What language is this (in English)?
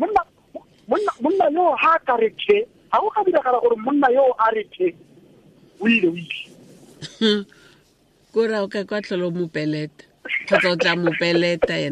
Tswana